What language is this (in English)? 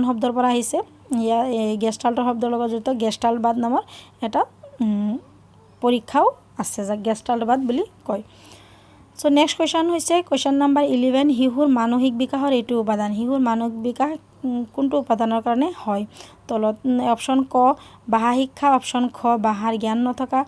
Assamese